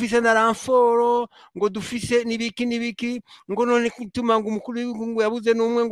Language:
Rundi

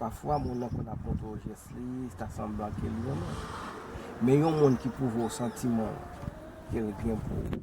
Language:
Haitian Creole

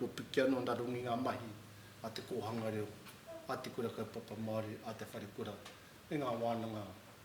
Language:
Māori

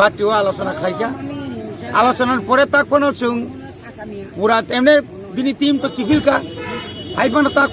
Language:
Kok Borok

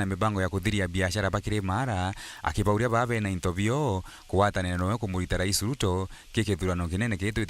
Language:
Meru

